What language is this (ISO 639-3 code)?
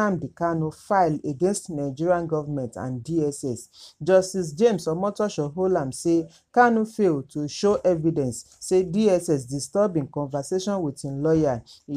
pcm